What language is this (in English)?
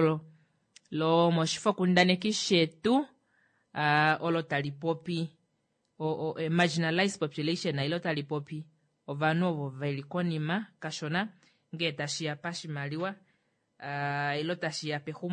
Kuanyama